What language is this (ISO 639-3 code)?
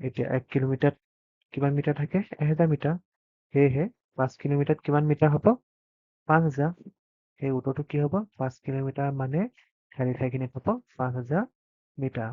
asm